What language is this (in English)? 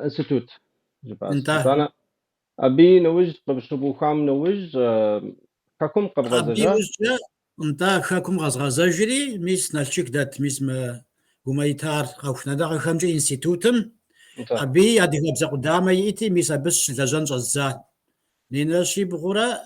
Kabardian